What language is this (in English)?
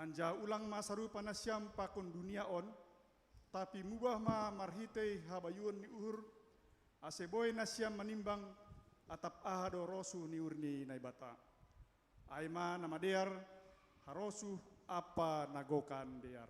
Batak Simalungun